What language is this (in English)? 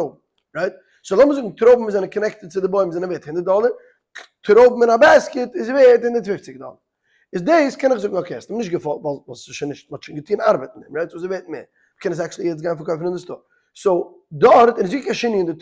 Yiddish